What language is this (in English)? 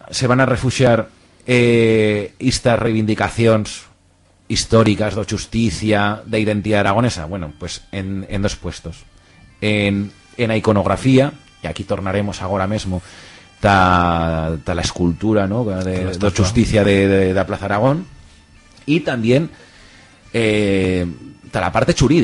Aragonese